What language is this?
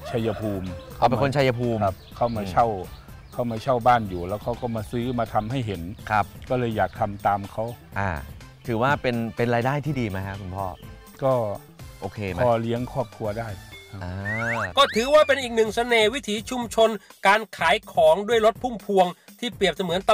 Thai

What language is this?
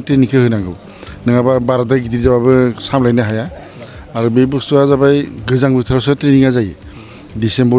Bodo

